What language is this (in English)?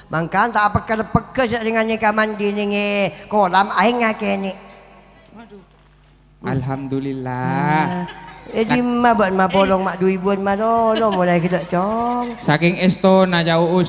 Madurese